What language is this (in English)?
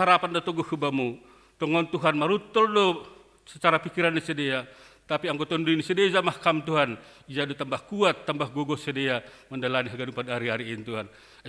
Batak Simalungun